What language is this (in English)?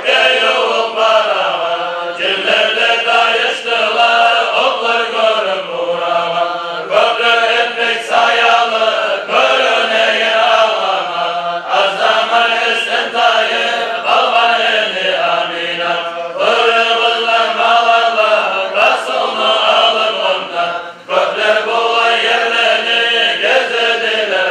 Kumyk